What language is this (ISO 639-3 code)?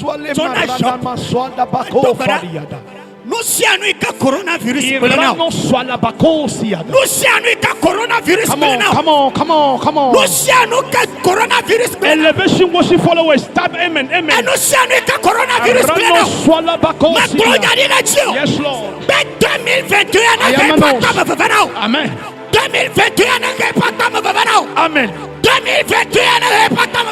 ewe